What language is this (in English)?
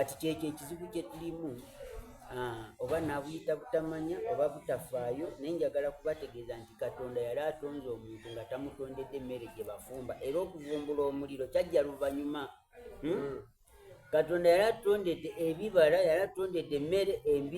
Soga